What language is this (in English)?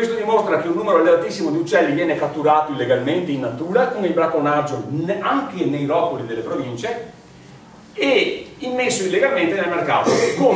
Italian